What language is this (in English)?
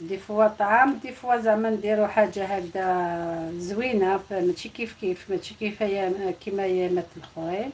Algerian Arabic